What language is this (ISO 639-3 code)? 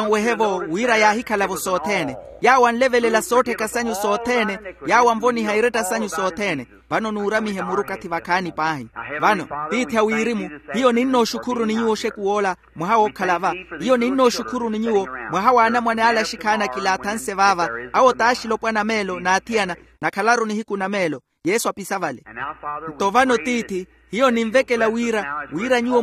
vmw